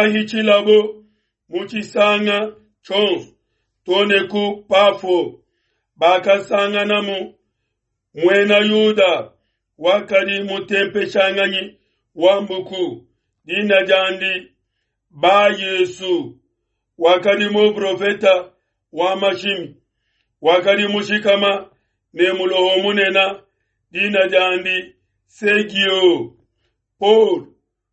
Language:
Luba-Lulua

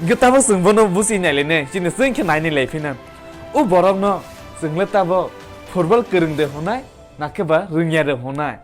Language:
Kok Borok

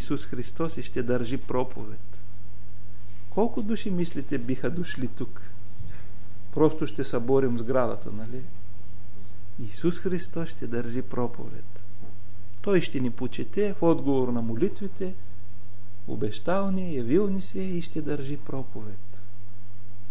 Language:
Bulgarian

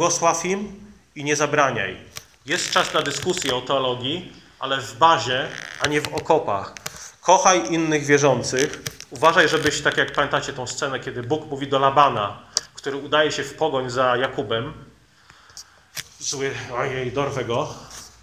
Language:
Polish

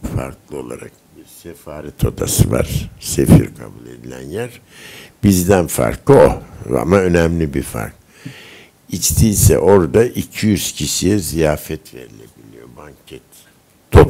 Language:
Turkish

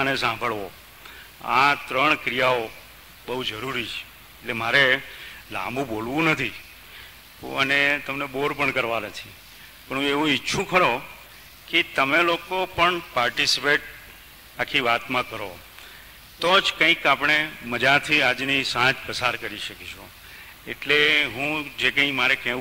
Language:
Gujarati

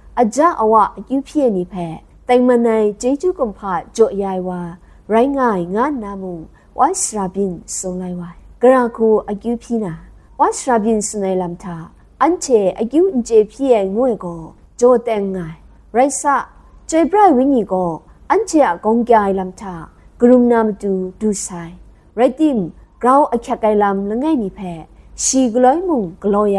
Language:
Kachin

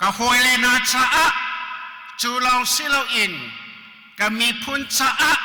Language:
Hakha Chin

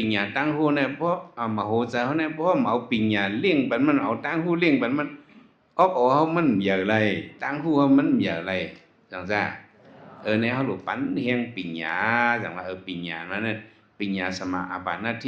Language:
Shan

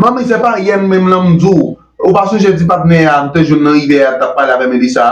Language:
Haitian Creole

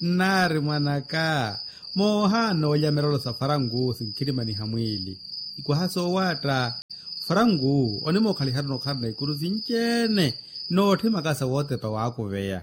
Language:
Makhuwa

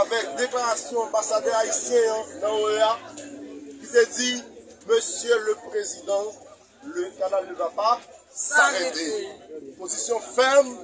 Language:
Haitian Creole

